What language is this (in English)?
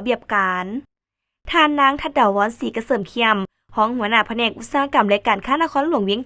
Lao